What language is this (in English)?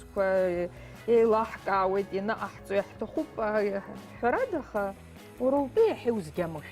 Abkhazian